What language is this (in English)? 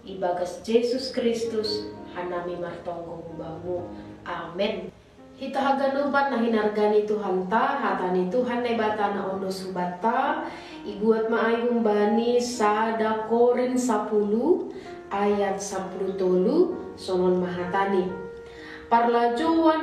Batak Simalungun